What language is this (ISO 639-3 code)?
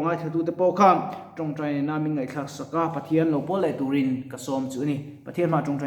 lus